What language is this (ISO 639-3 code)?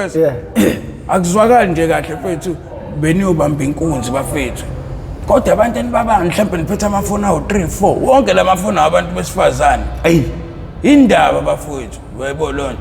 zul